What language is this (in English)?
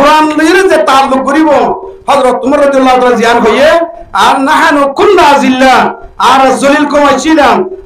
Rohingya